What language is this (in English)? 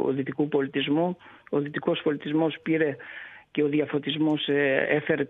Greek